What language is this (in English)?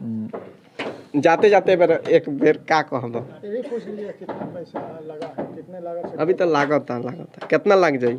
Bhojpuri